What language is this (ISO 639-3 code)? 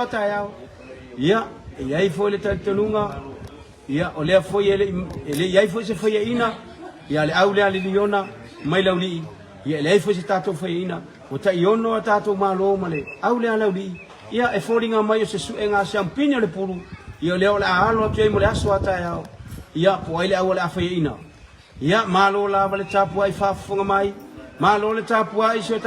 smo